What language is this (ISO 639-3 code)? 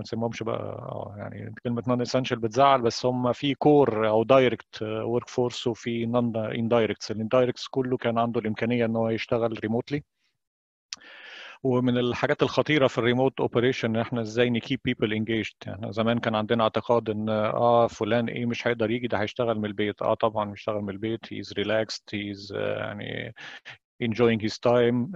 arz